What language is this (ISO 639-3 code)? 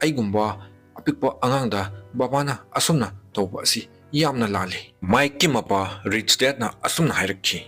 mni